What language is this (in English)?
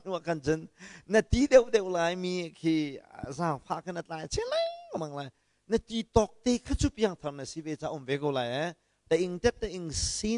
Hakha Chin